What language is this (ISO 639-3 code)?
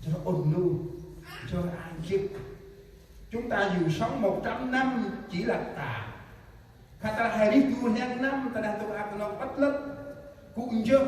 cmo